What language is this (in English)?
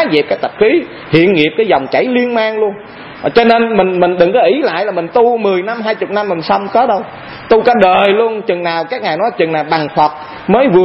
Vietnamese